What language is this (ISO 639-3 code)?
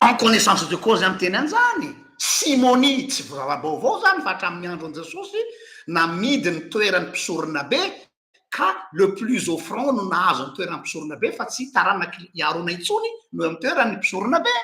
mlg